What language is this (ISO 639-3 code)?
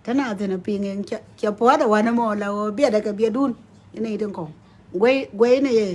nus